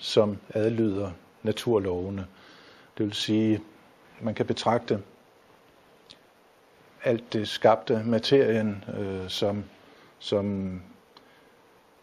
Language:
Danish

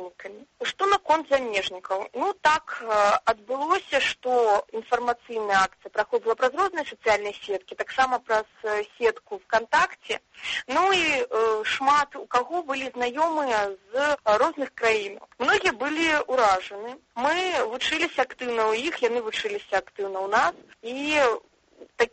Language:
Belarusian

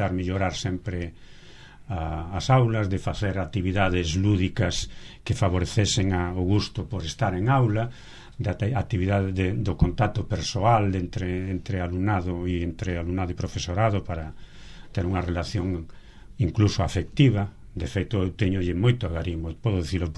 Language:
Galician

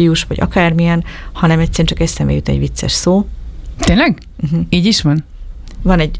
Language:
Hungarian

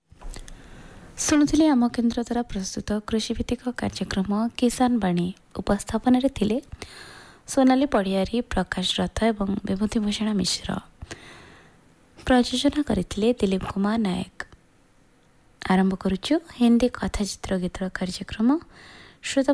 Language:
Odia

